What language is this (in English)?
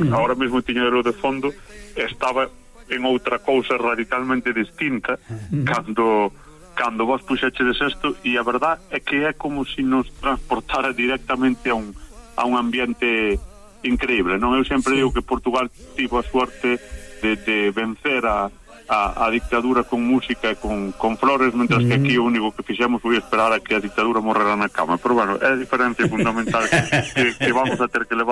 Galician